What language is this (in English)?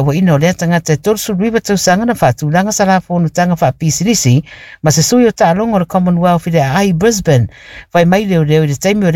Samoan